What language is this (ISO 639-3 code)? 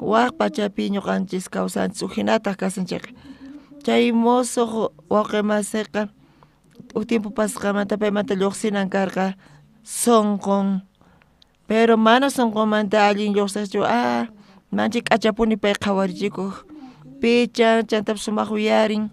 quh